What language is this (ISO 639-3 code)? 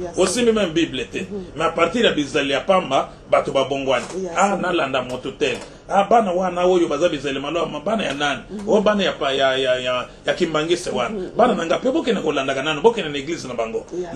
lin